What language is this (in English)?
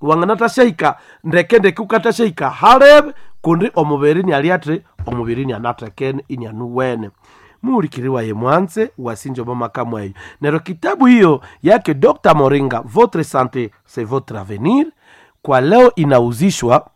Nande